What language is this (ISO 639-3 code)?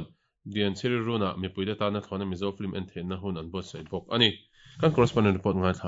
lus